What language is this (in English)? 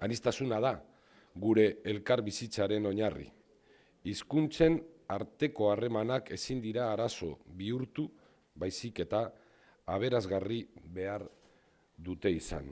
Basque